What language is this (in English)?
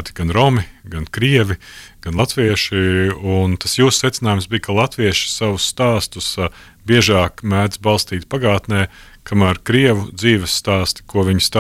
Latvian